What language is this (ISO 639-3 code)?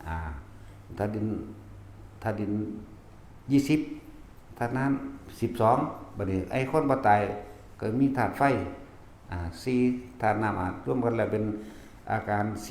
tts